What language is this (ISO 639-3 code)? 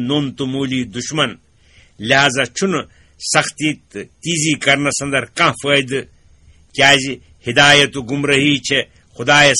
kas